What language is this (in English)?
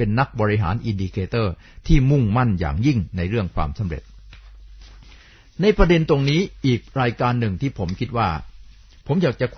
Thai